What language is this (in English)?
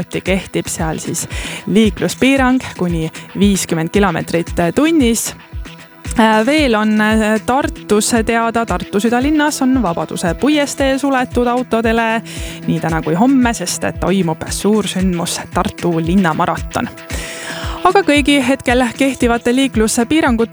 Estonian